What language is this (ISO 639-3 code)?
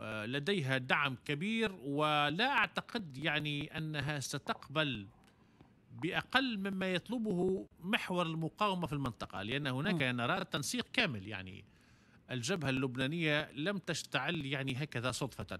aeb